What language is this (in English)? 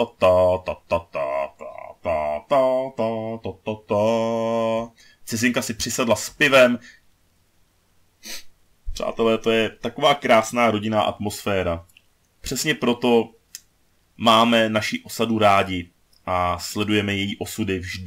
Czech